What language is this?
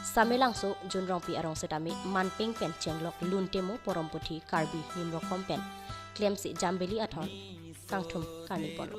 Karbi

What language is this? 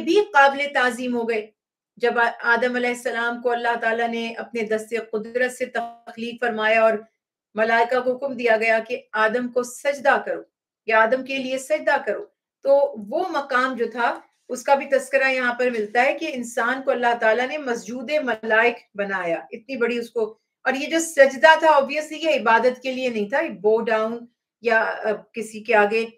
Urdu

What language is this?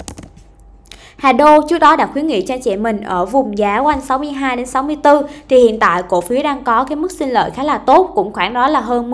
Vietnamese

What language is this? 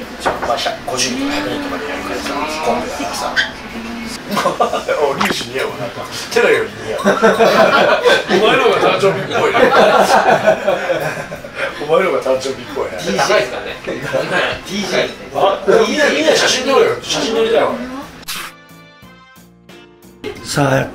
Japanese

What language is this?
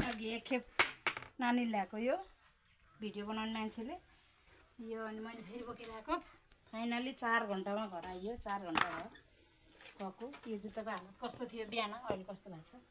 Nepali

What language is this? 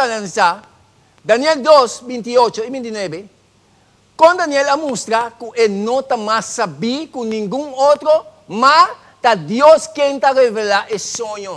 Papiamento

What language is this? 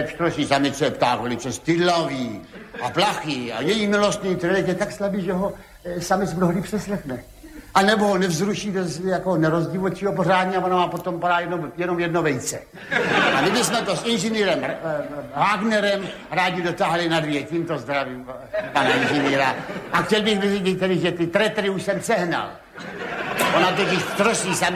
Czech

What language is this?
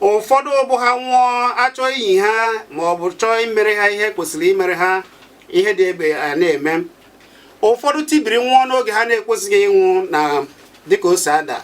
Igbo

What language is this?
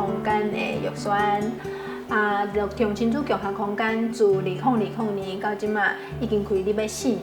Min Nan Chinese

